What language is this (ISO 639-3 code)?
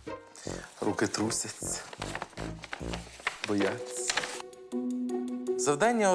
ukr